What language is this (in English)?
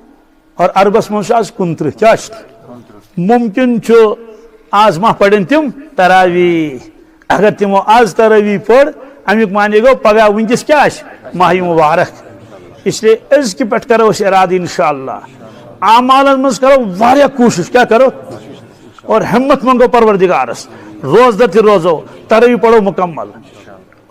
Kashmiri